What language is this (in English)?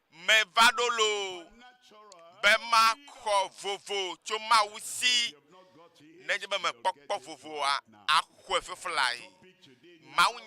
Ewe